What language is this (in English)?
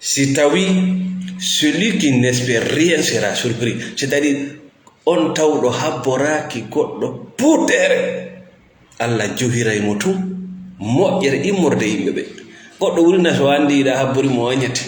Fula